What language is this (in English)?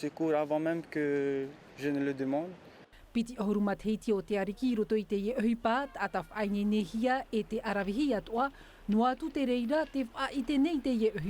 Tahitian